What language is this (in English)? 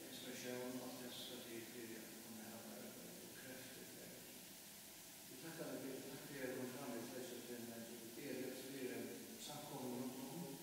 Faroese